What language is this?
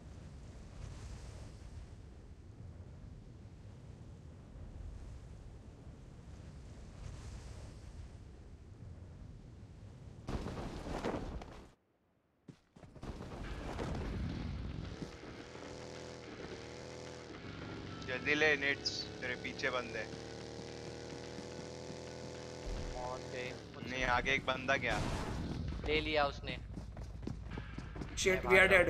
Hindi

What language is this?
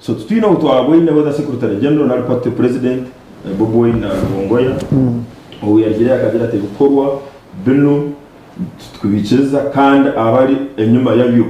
Nyankole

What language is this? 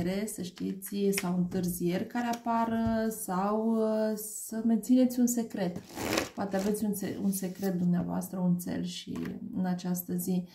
Romanian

